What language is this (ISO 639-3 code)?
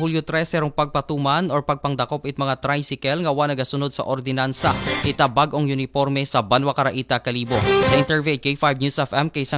akl